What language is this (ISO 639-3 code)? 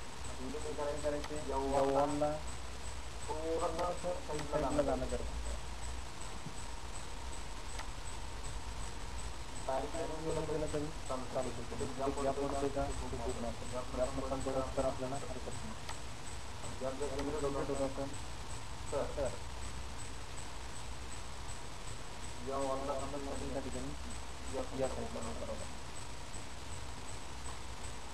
mar